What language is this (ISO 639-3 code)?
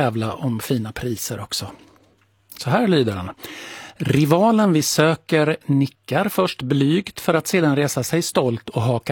swe